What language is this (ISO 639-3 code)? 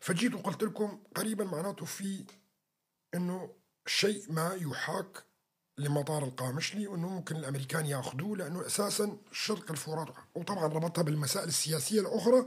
apc